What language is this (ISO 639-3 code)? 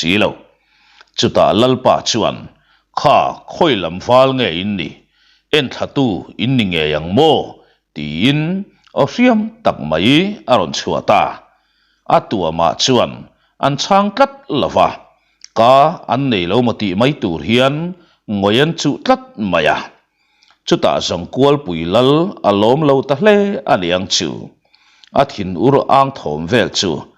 lus